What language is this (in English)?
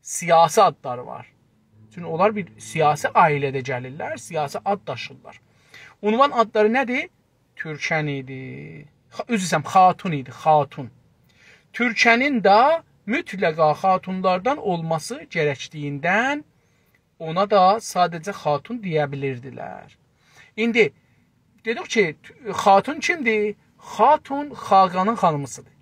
South Azerbaijani